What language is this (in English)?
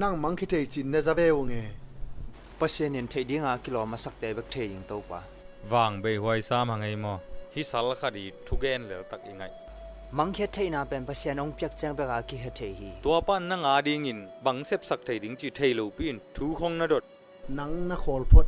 Tedim Chin